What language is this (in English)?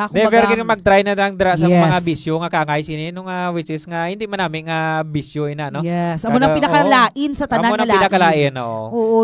Hiligaynon